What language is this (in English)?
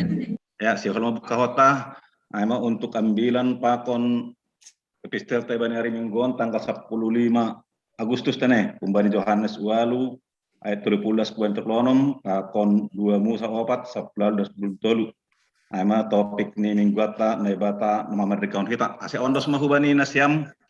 Batak Simalungun